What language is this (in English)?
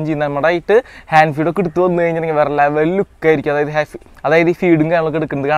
Malayalam